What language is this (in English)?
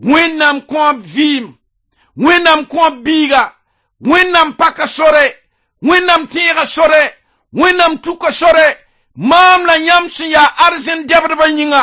Mossi